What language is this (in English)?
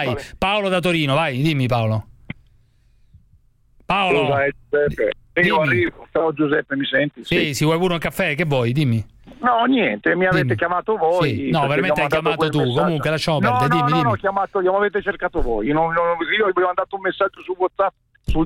Italian